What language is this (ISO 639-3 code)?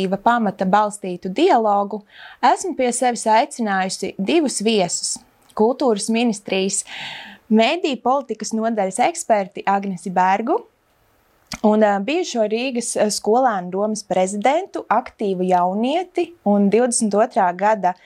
lav